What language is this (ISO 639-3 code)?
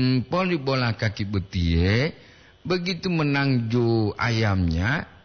gor